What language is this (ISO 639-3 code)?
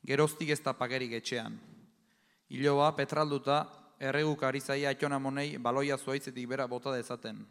eus